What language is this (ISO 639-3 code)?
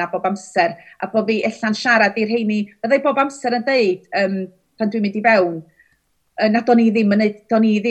cym